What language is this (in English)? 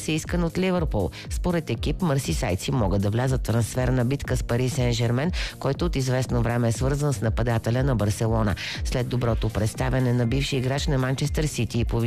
Bulgarian